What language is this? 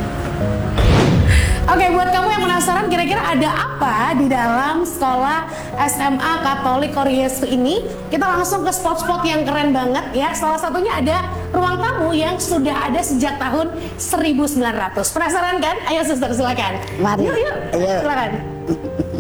Indonesian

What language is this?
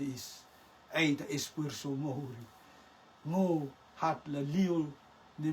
Rotuman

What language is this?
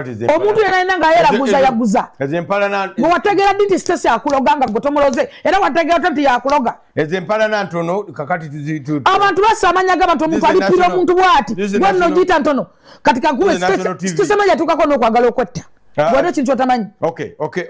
Ganda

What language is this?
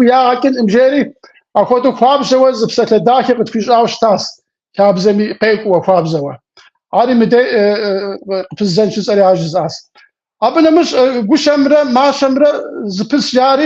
Kabardian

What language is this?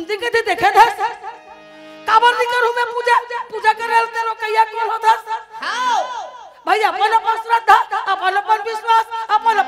Chhattisgarhi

